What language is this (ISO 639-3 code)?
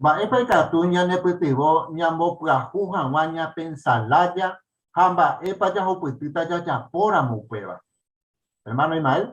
grn